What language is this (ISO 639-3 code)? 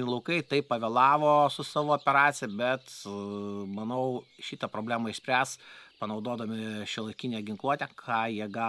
lit